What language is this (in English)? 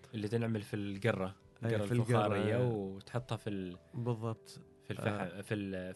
Gulf Arabic